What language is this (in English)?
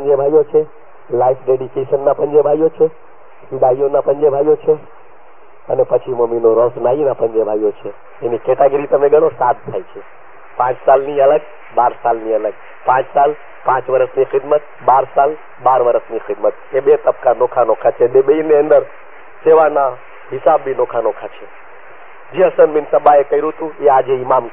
Gujarati